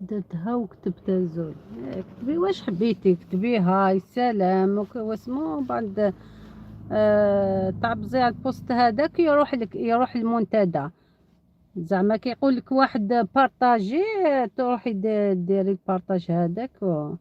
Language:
Algerian Arabic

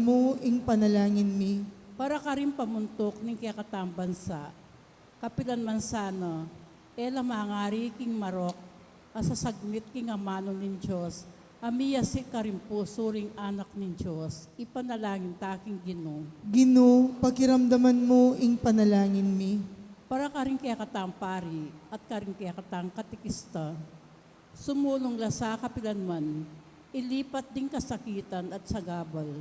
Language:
Pampanga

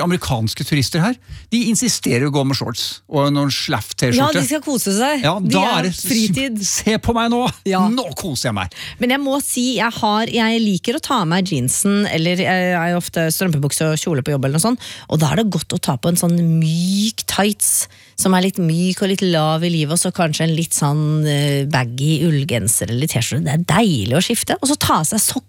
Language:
Norwegian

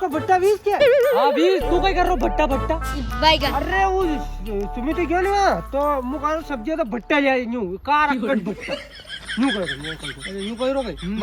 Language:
Rajasthani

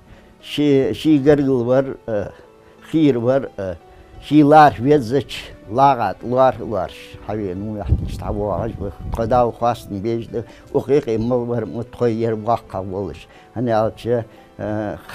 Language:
Ingush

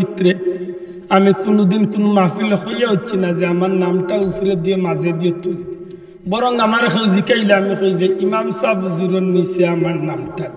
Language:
Sylheti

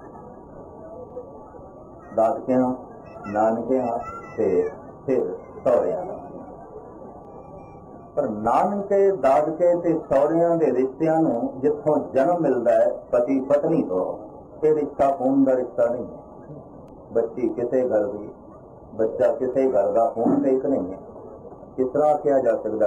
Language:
Punjabi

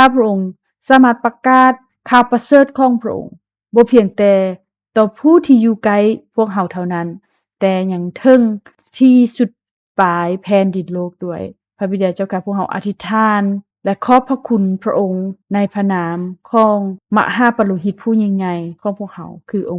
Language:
Lao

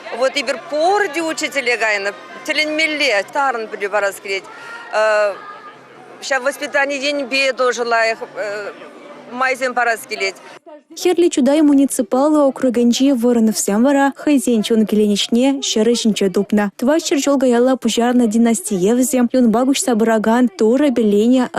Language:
Chuvash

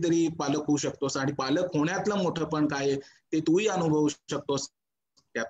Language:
Marathi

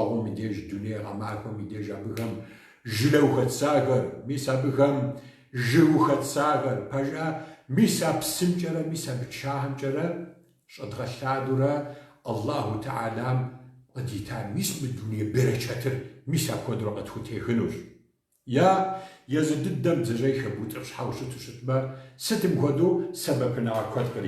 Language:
Kabardian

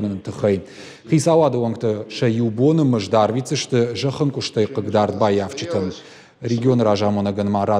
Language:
Ossetic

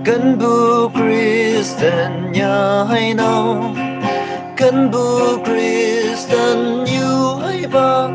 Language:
Naga Pidgin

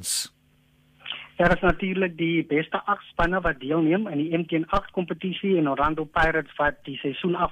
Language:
Afrikaans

